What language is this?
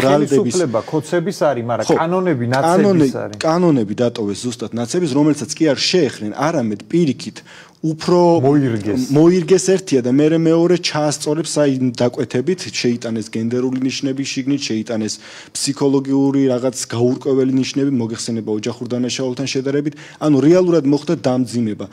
Georgian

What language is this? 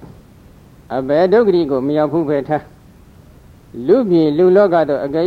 Burmese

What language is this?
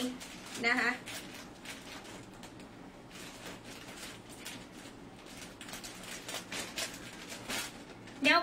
Thai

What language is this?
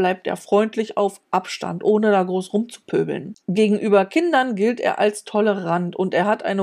German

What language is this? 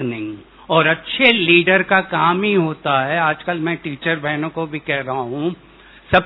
Hindi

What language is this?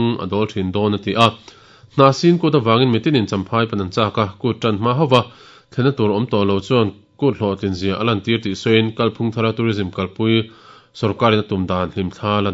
Mizo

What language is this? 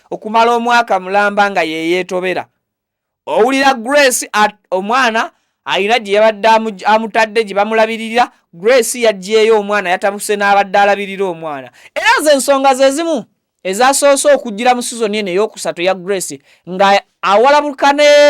Ganda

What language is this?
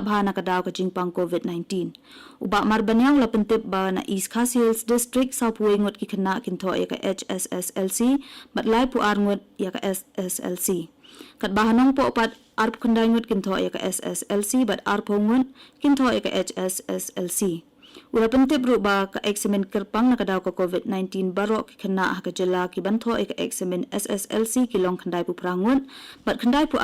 Khasi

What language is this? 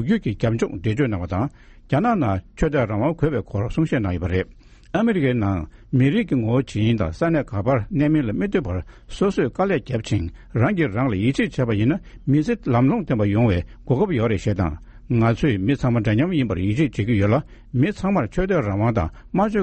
Tibetan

